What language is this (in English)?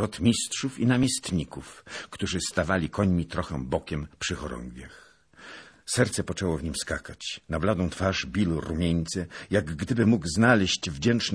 Polish